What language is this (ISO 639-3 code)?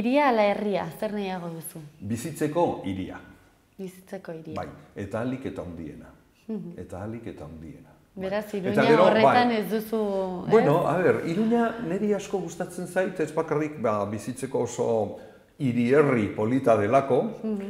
eus